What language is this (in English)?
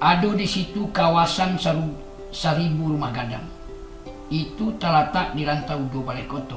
Minangkabau